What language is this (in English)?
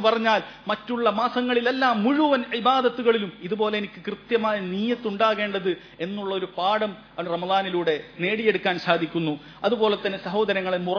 Malayalam